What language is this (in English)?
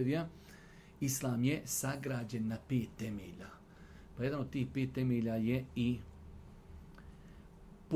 Bosnian